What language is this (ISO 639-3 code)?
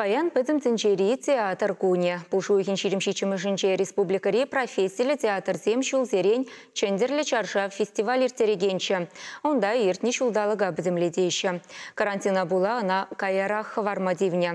chv